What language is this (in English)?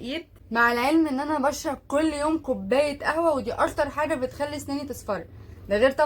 Egyptian Arabic